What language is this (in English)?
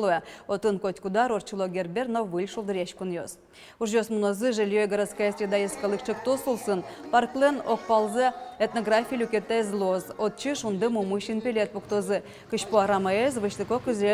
Udmurt